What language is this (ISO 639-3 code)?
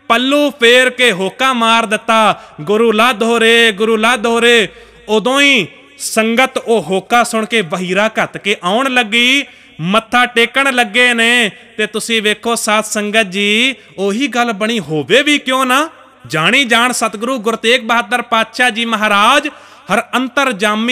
pan